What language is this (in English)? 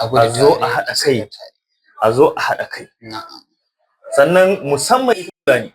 Hausa